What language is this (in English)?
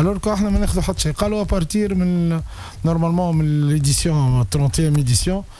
Tunisian Arabic